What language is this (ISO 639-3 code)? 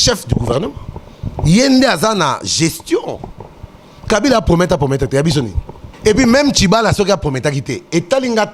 lin